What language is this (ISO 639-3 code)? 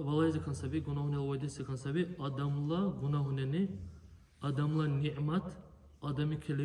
dar